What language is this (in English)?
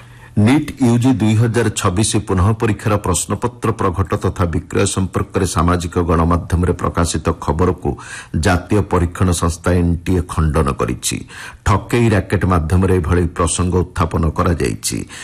Odia